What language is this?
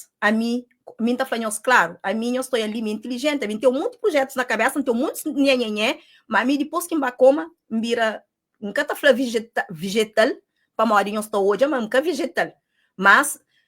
Kabuverdianu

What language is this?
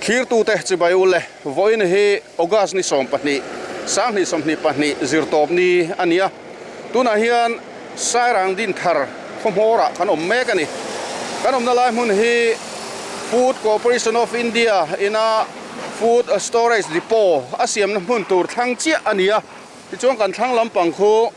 Mizo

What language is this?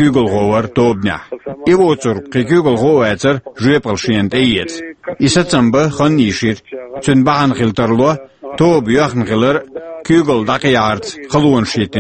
Chechen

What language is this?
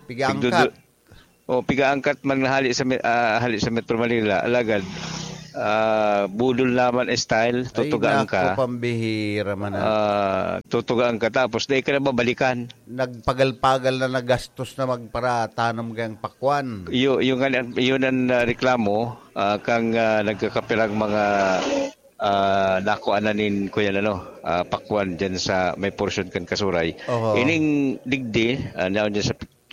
Bikol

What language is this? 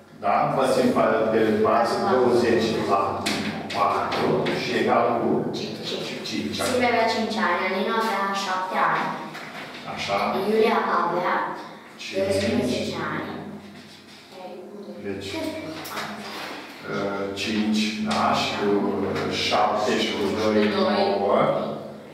Romanian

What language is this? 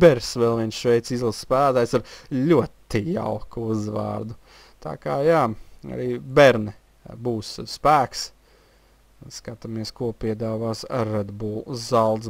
Latvian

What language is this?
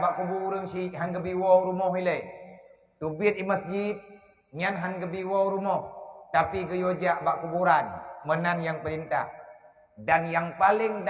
Achinese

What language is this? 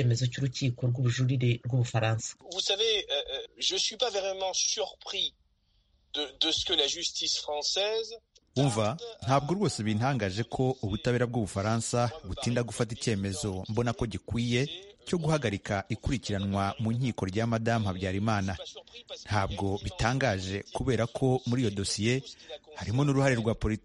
Kinyarwanda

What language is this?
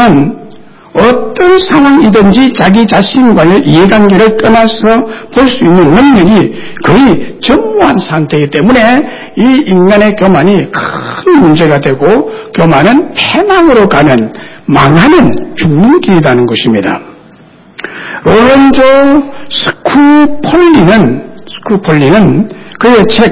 Korean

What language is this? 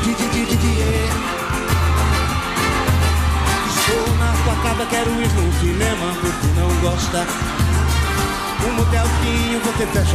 Portuguese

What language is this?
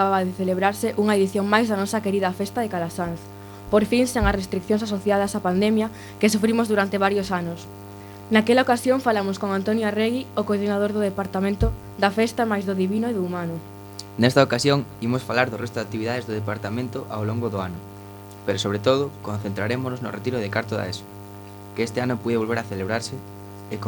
Galician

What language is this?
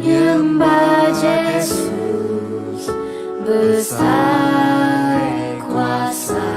Iban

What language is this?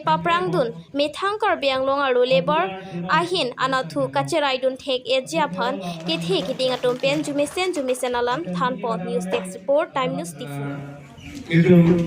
Karbi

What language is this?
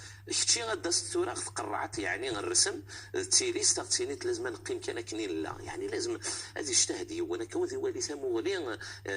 Moroccan Arabic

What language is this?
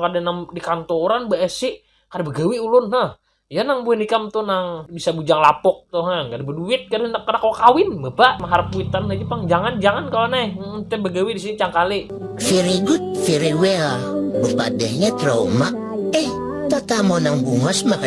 Banjar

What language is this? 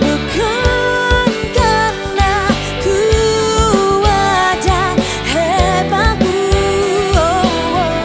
Nias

